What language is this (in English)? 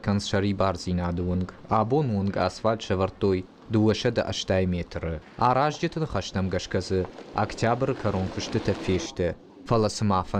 Ossetic